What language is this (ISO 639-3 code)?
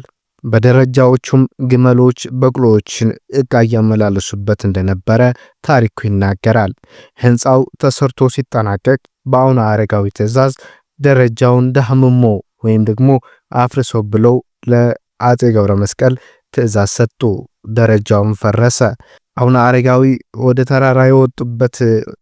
amh